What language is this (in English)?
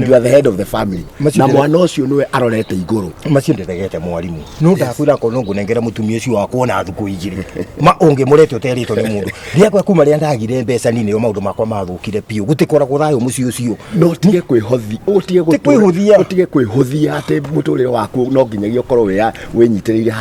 Kikuyu